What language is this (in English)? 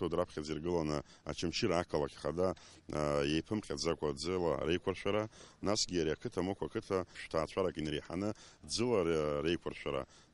Abkhazian